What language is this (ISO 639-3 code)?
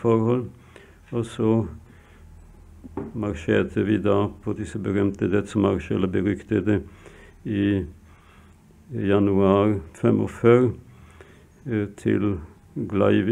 nor